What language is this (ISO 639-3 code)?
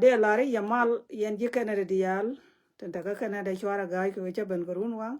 nus